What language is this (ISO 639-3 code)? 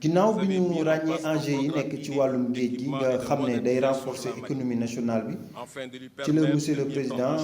wol